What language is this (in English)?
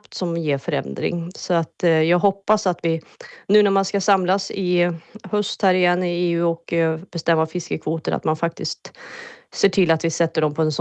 Swedish